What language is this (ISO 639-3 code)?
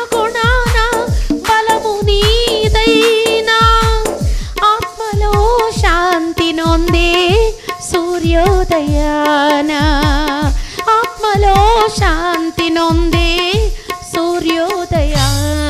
tel